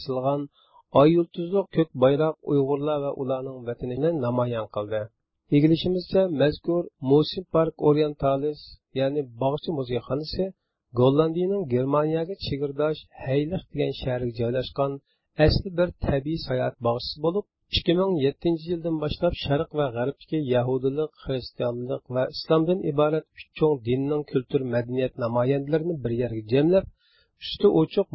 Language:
Uyghur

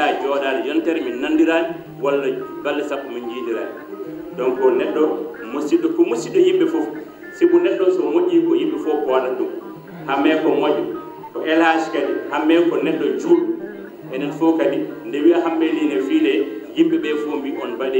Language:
Fula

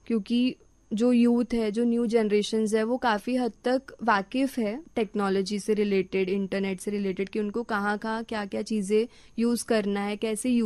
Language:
Hindi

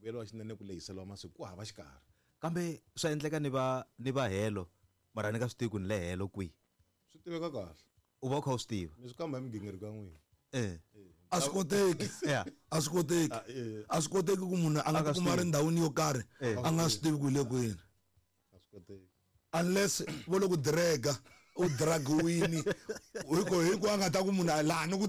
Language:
Tsonga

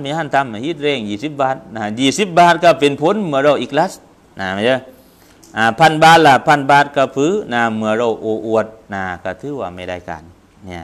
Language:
Thai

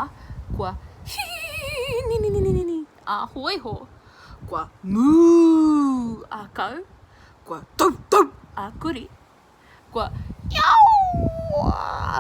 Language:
Māori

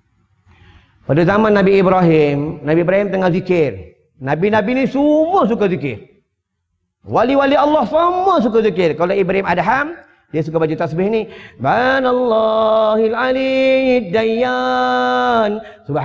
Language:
Malay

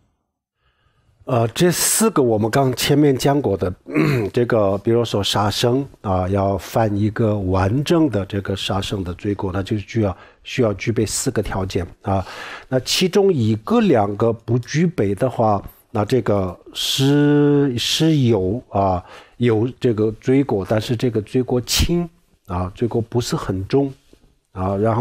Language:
Chinese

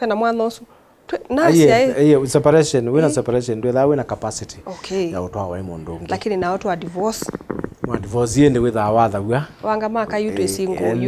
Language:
Kamba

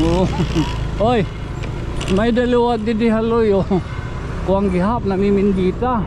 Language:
Waray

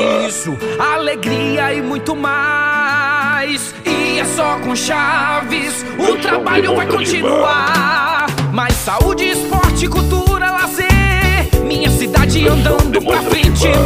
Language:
Portuguese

